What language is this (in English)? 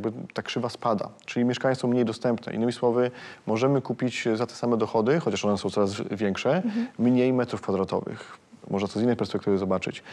Polish